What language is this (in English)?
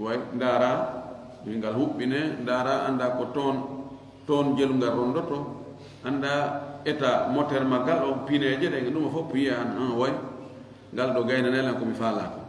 Fula